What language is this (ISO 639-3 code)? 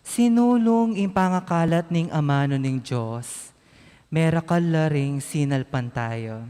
pam